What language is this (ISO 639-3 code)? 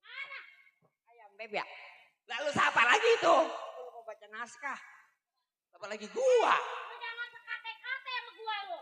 bew